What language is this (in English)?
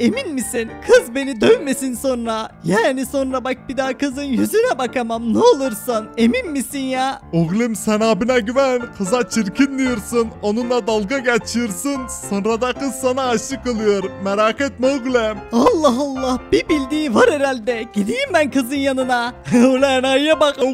Turkish